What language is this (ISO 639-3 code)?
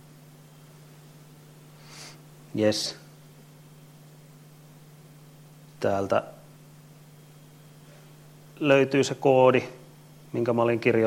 fin